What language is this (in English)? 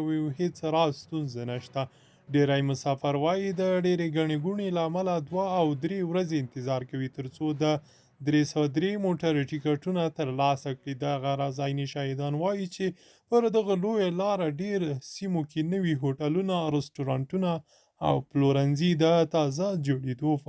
Pashto